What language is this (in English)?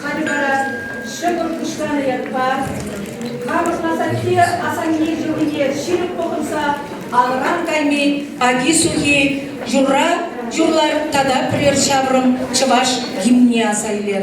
Chuvash